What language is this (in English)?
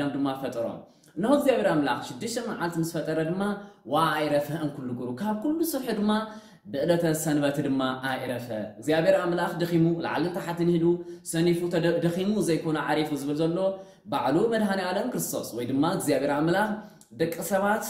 Tigrinya